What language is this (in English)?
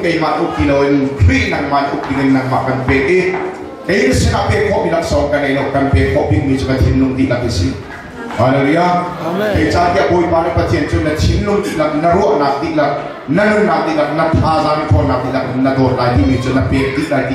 Hakha Chin